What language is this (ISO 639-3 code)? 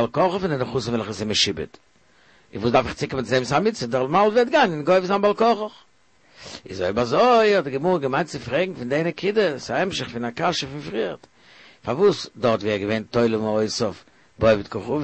yid